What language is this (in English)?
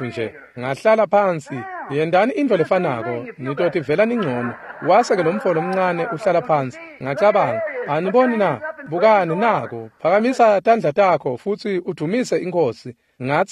Swati